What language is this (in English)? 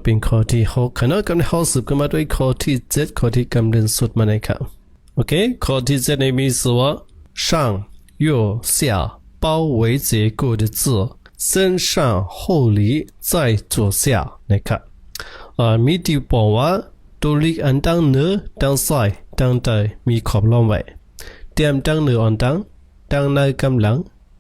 Shan